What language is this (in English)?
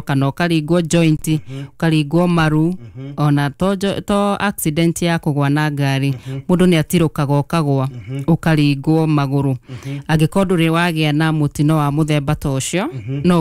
Kikuyu